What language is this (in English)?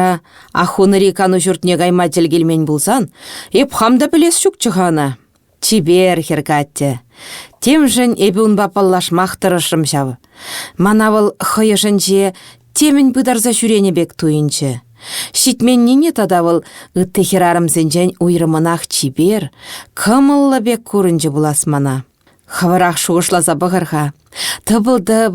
Chuvash